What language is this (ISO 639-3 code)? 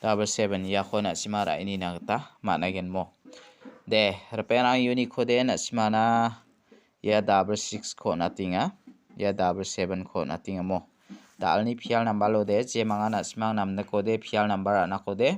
grt